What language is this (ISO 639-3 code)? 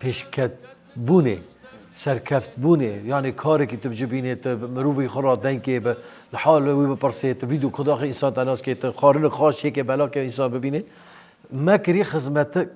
kur